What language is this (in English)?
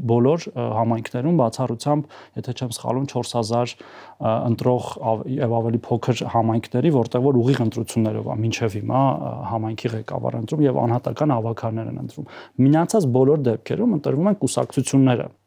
Armenian